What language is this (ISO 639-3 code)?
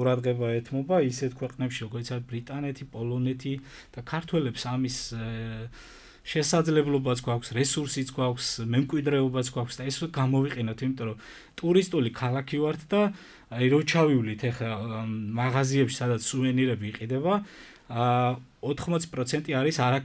kat